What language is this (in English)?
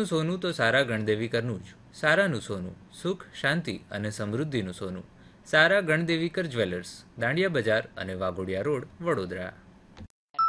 Gujarati